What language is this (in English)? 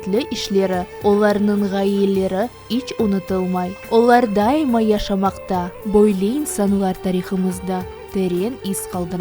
Crimean Tatar